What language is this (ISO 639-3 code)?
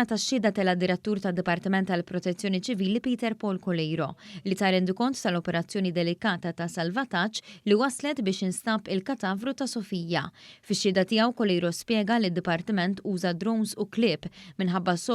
mlt